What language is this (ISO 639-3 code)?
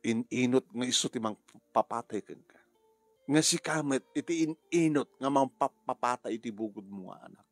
ilo